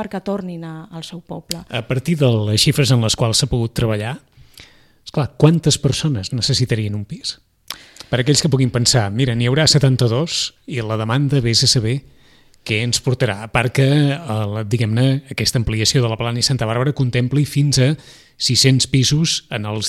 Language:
Catalan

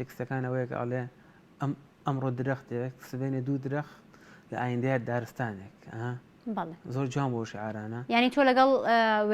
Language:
Central Kurdish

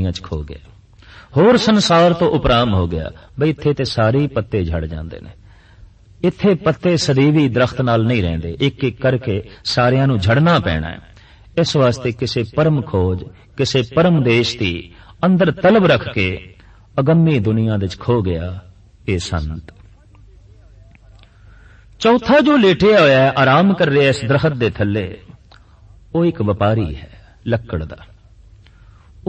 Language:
Punjabi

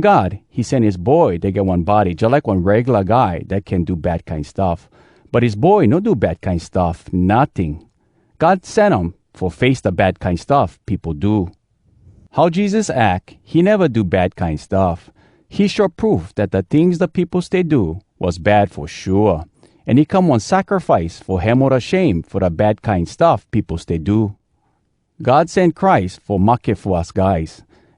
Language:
Hawai'i Creole English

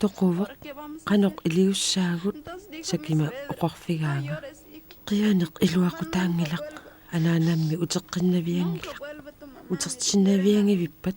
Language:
Kalaallisut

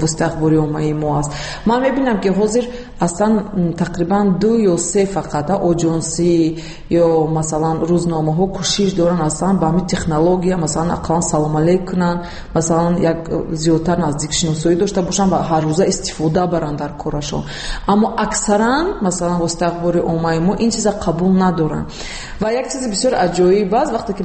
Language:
Tajik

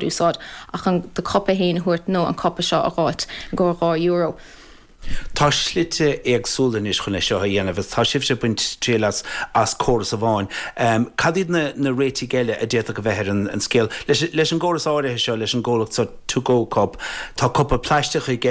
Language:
Irish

